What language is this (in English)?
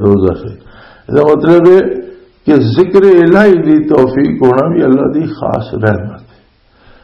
Western Panjabi